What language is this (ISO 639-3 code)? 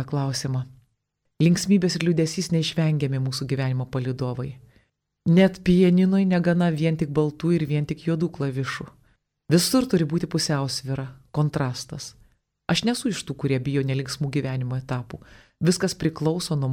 lit